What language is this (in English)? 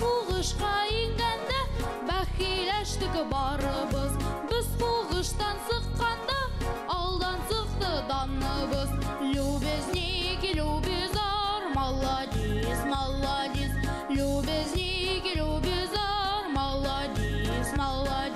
Bashkir